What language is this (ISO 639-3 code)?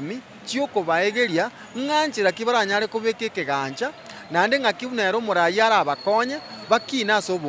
guz